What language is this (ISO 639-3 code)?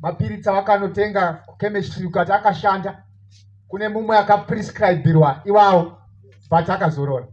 sna